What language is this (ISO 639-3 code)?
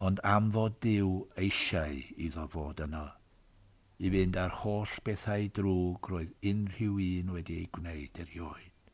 cym